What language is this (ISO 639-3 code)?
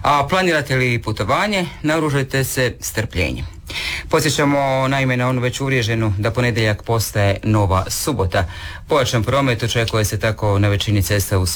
hrv